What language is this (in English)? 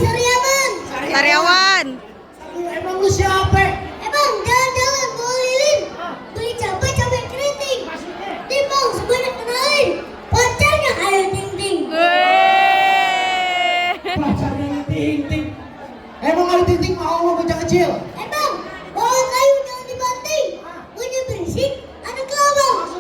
Betawi